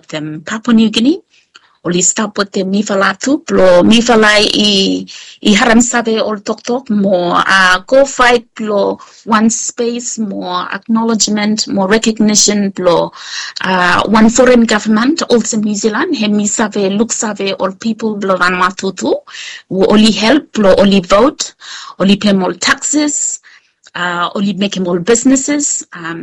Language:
Bislama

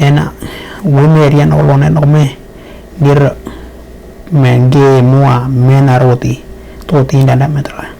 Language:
Western Dani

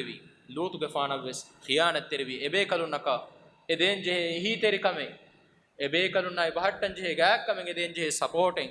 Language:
Divehi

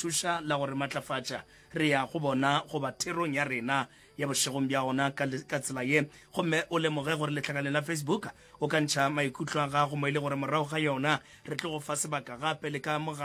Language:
Northern Sotho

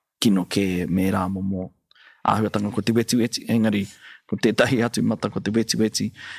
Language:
Māori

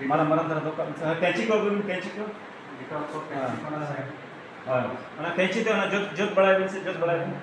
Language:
Santali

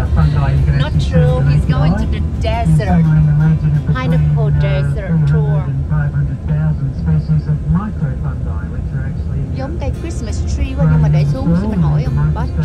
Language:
Vietnamese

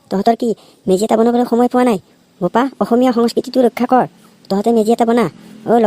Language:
Assamese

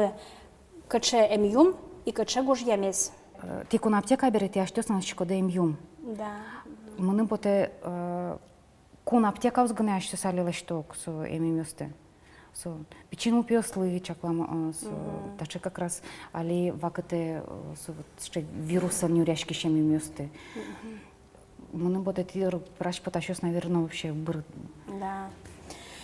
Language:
Udmurt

